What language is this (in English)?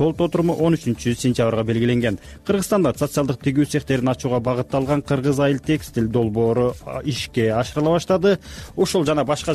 Kyrgyz